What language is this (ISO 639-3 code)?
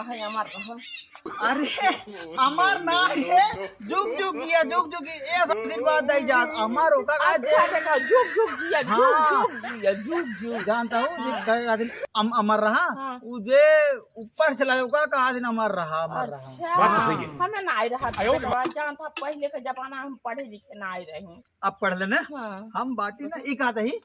awa